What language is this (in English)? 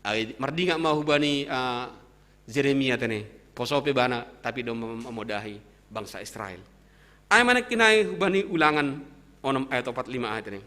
Batak Simalungun